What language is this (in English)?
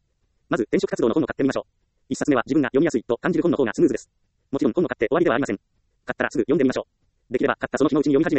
Japanese